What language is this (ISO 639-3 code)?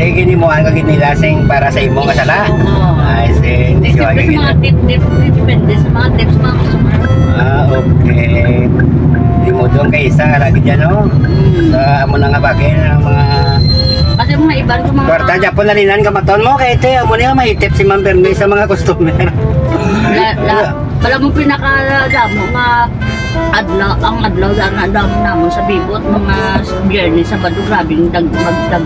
hil